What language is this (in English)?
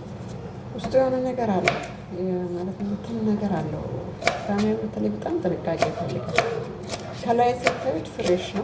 Amharic